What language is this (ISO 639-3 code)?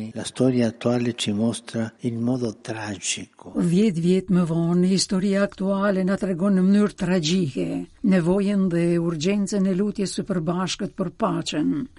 sqi